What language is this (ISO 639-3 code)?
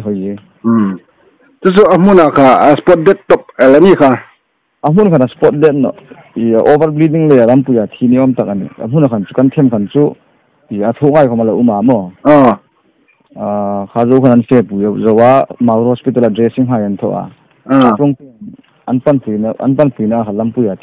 hmr